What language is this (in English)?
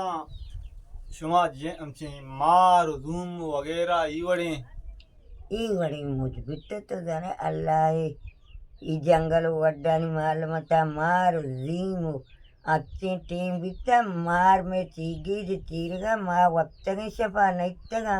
Baluchi